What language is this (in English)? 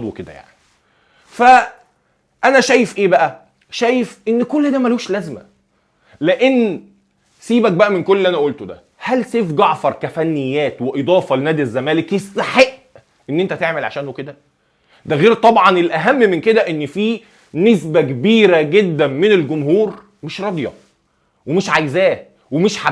Egyptian Arabic